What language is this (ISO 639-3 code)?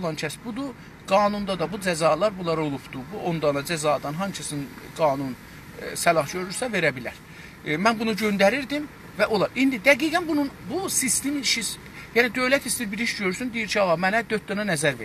azb